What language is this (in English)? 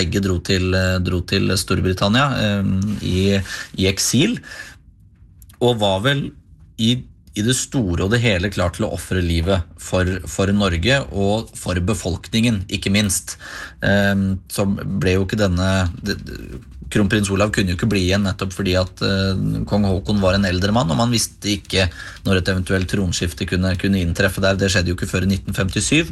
Norwegian